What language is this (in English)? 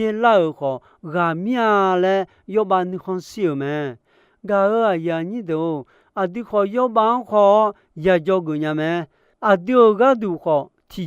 Akha